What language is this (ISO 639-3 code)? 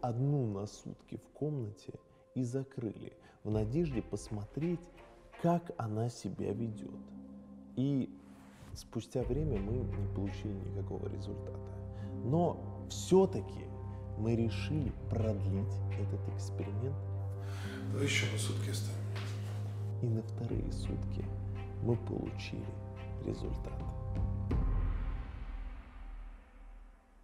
rus